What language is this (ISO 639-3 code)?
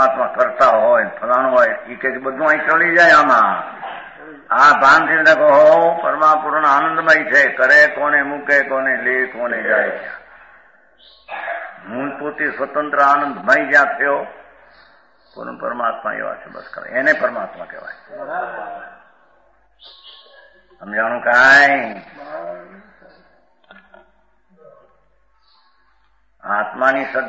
guj